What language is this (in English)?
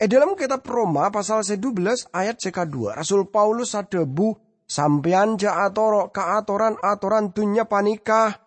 Madurese